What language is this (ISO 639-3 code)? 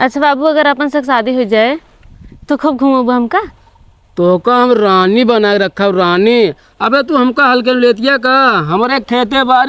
awa